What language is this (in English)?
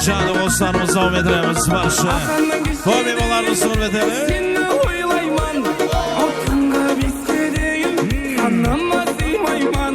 Kara-Kalpak